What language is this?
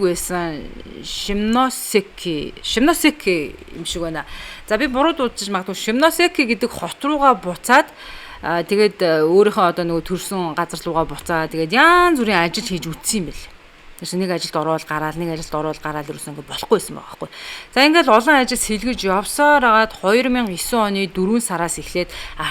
Mongolian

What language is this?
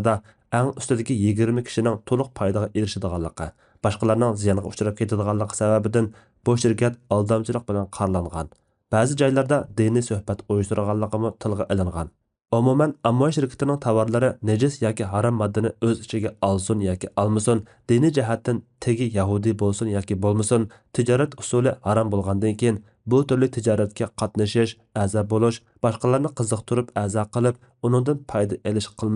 Uyghur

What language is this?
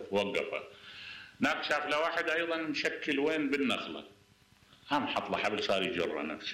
Mesopotamian Arabic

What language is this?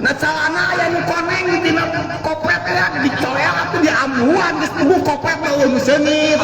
Sundanese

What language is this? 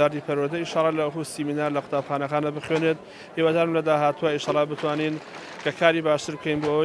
Central Kurdish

